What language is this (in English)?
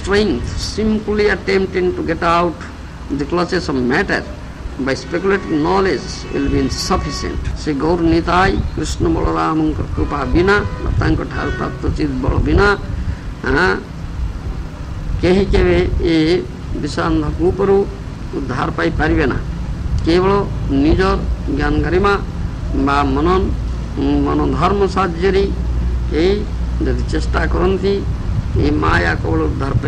Odia